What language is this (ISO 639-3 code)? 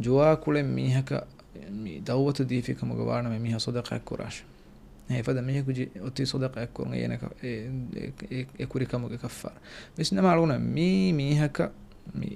div